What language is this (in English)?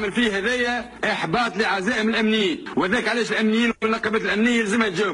Tunisian Arabic